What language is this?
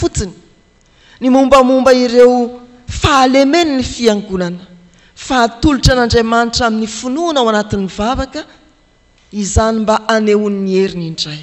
Malagasy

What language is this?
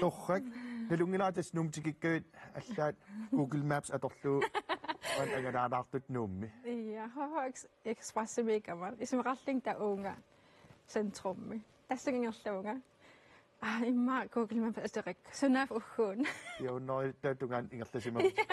Kalaallisut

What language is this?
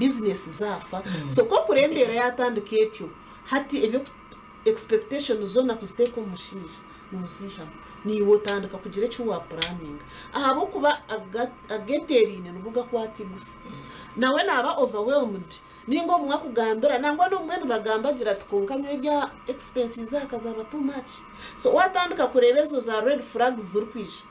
Nyankole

